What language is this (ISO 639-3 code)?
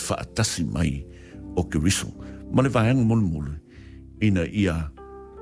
smo